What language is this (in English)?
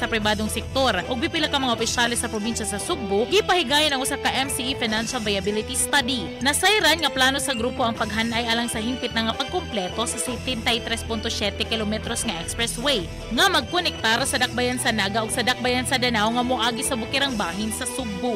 Cebuano